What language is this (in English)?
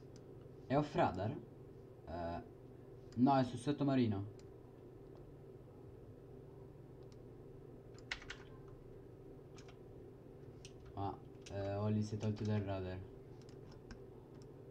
Italian